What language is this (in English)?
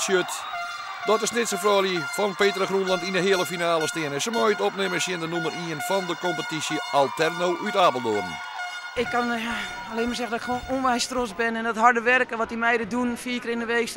Western Frisian